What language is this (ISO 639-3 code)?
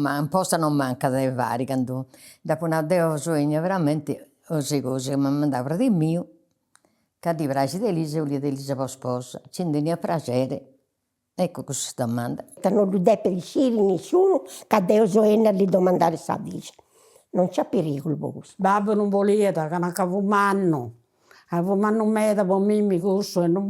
srd